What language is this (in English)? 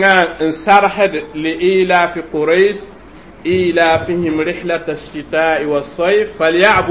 Mossi